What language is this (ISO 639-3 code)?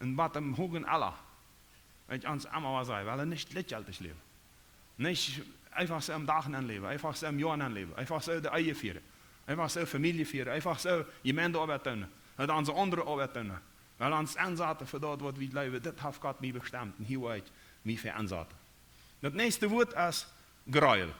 pdt